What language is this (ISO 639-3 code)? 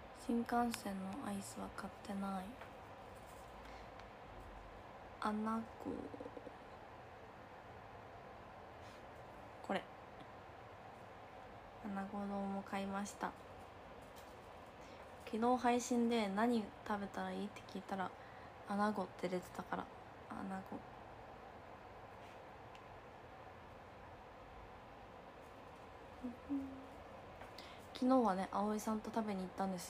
jpn